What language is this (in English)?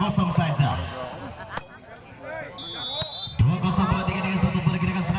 Indonesian